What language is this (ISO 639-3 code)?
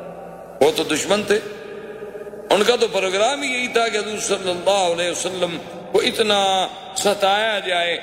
urd